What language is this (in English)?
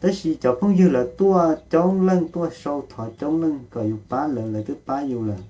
Hmong